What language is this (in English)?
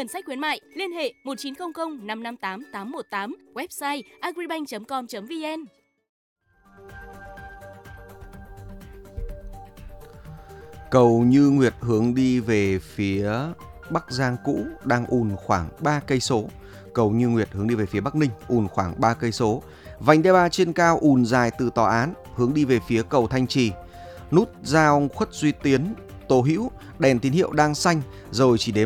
Vietnamese